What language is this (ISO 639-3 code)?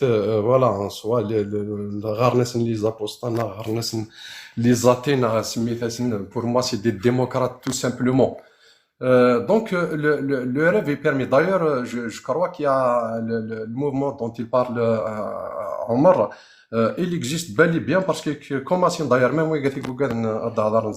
kab